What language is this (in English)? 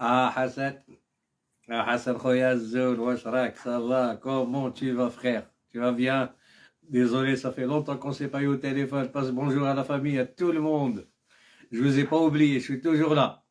Algerian Arabic